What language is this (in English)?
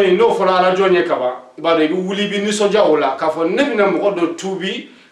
Bambara